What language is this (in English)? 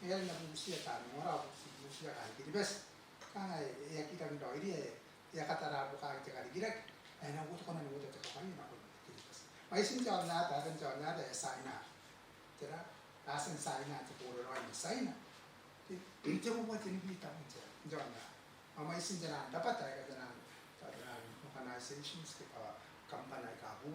Gilbertese